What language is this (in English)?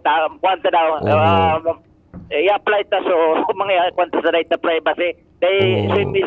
Bikol